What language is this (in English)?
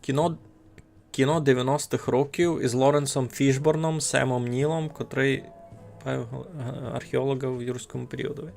Rusyn